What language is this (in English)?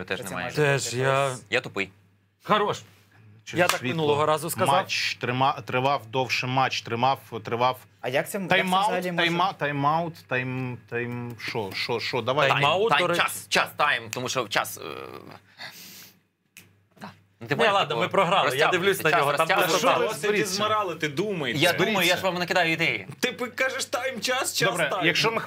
Ukrainian